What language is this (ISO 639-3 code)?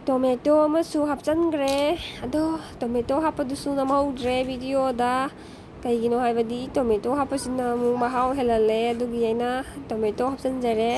mni